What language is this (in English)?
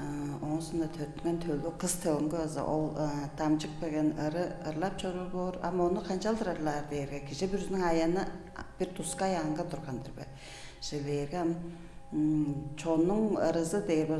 Tuvinian